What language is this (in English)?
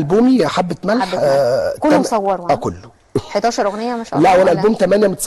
Egyptian Arabic